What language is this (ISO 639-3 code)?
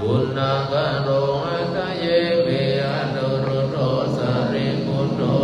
pli